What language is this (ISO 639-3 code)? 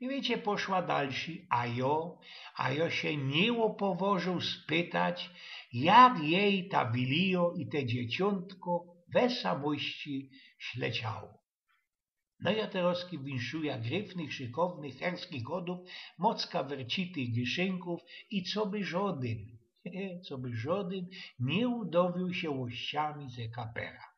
szl